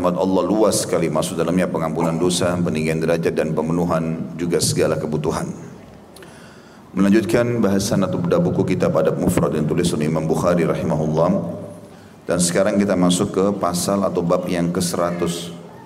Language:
Indonesian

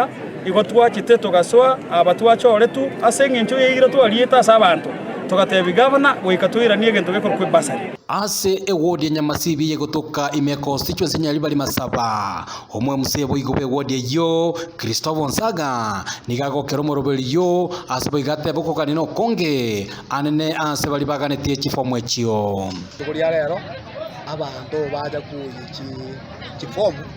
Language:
Gusii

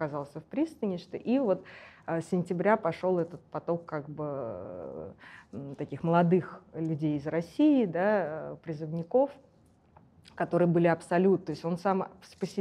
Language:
Russian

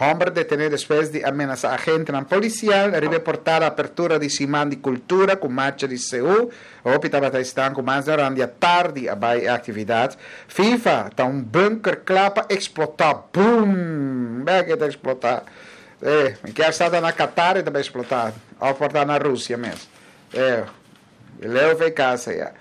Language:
Papiamento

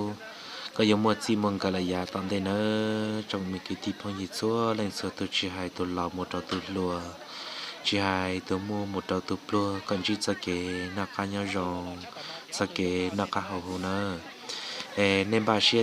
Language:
Hmong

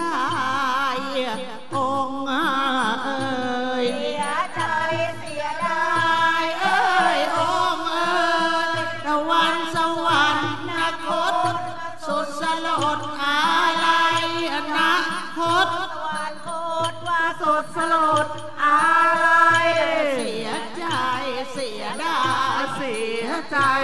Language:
Thai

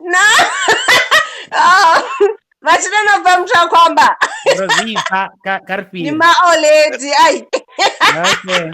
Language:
Venda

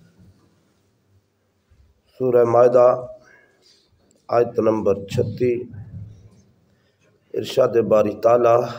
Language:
Urdu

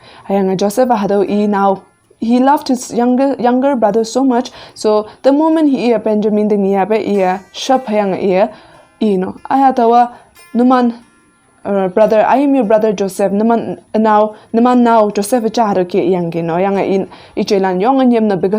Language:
Konyak Naga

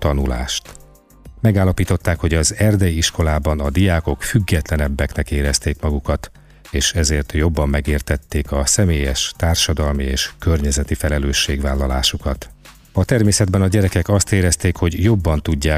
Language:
Hungarian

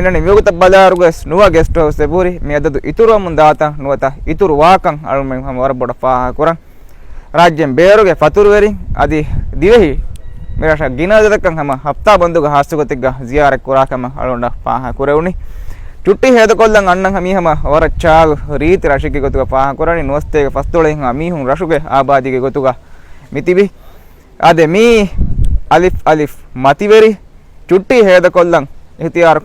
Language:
Divehi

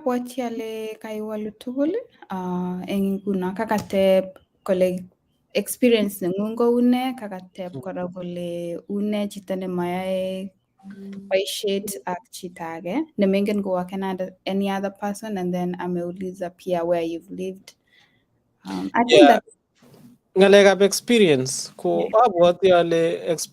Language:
Kalenjin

